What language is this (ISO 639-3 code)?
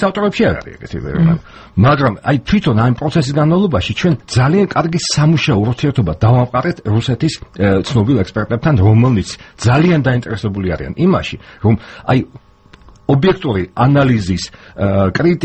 kat